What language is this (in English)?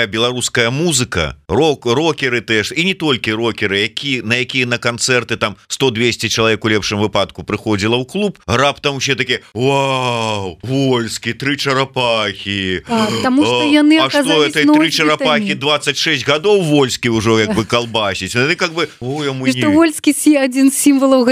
Belarusian